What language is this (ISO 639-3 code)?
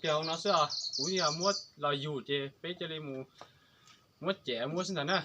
hmn